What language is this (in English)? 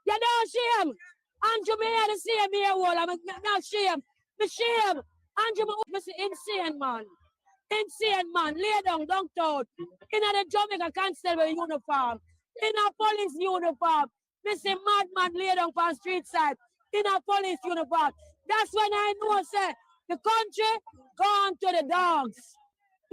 Jamaican Creole English